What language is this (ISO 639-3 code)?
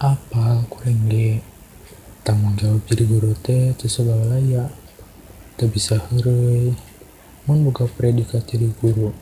sun